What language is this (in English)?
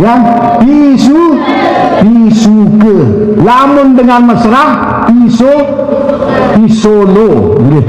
Sasak